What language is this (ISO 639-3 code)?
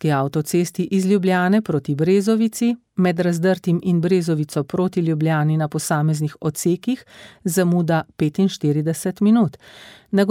slv